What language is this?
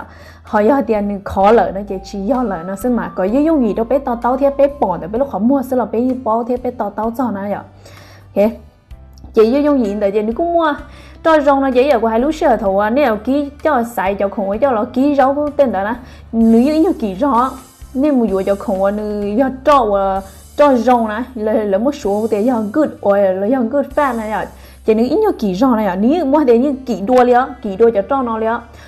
Hmong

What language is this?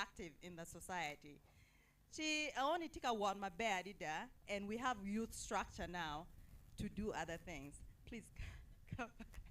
Acoli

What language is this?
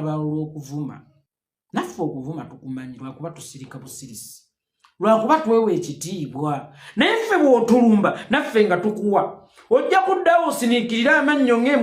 Ganda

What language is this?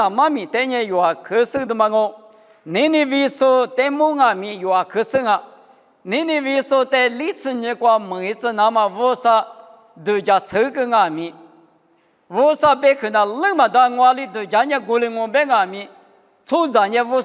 Lisu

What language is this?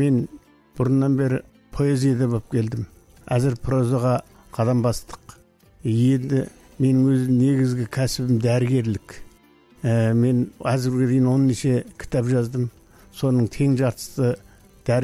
Kazakh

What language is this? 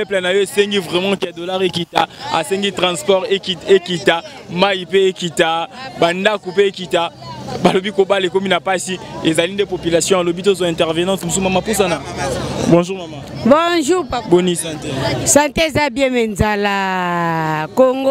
Lingala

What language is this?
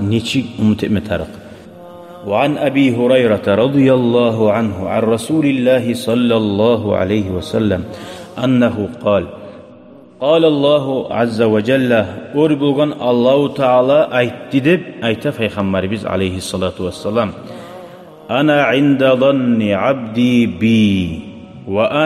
Kumyk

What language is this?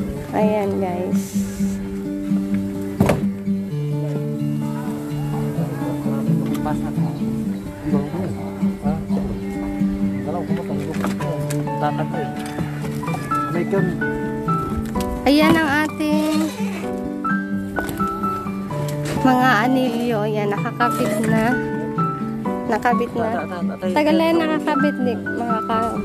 Filipino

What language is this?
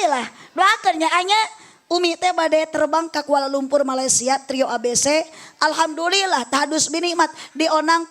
Sundanese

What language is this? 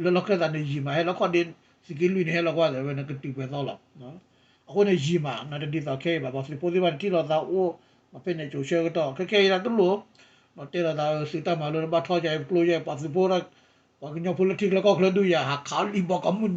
S'gaw Karen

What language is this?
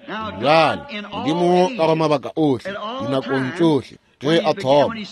Northern Sotho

